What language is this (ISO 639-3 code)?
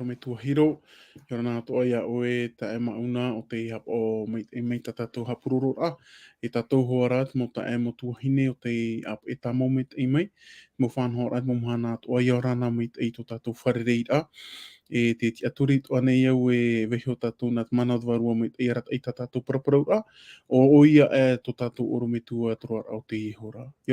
tah